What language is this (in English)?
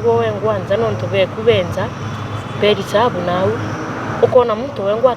Meru